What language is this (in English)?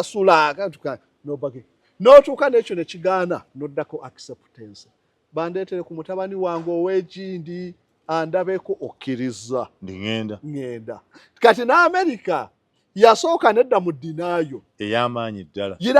Ganda